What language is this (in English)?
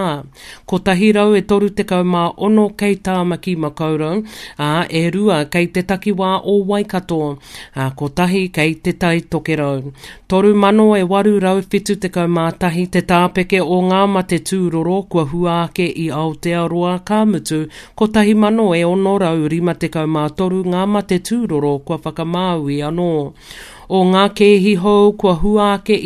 Māori